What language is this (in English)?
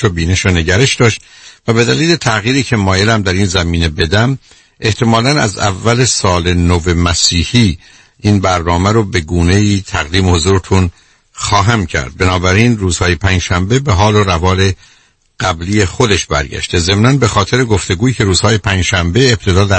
Persian